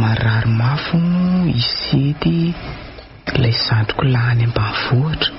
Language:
Malagasy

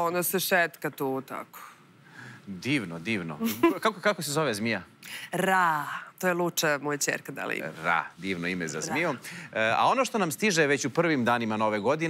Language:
Serbian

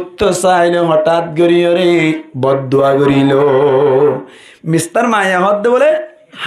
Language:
Rohingya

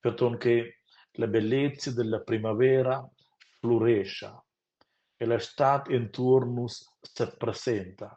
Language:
Romansh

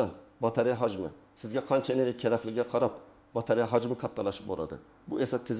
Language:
Uzbek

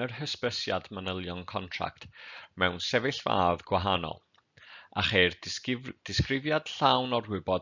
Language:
Welsh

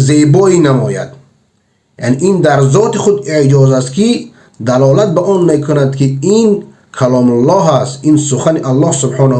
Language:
Persian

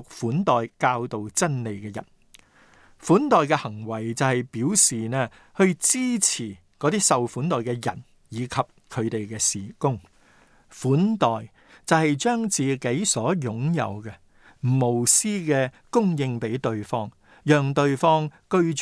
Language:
Cantonese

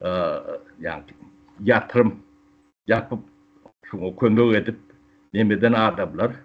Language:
Turkmen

